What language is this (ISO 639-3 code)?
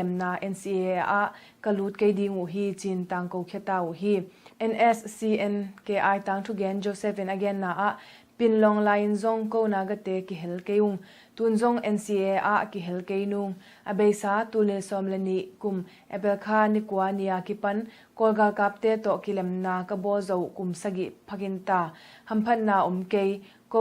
ctd